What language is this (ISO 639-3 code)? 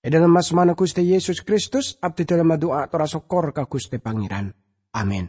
mad